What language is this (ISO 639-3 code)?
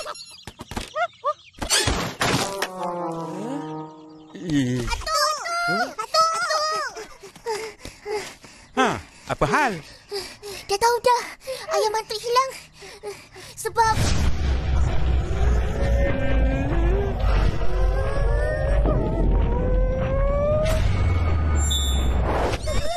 msa